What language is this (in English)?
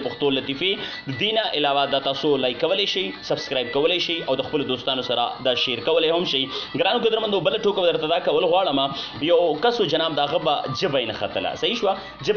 Pashto